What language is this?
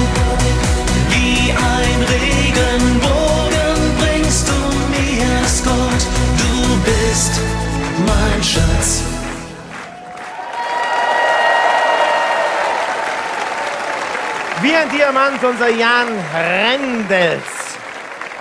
German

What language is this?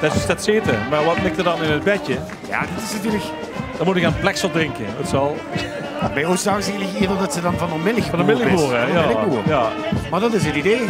Limburgish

